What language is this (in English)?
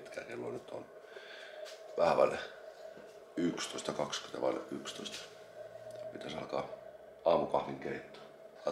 Finnish